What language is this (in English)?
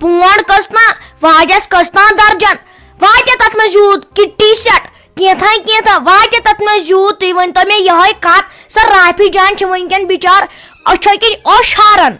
Kashmiri